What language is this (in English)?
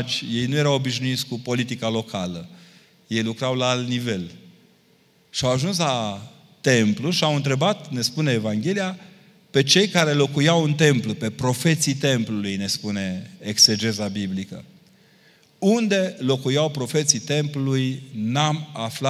Romanian